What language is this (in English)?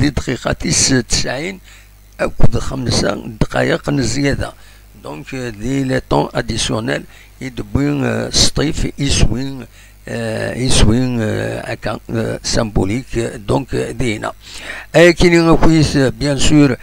Kabyle